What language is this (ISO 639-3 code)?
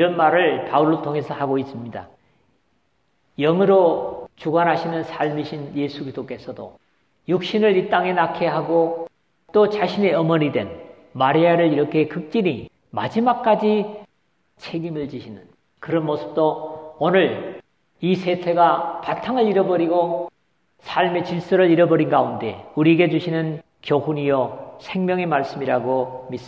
kor